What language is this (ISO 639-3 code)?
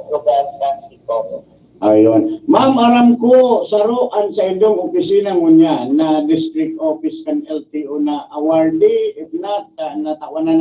bik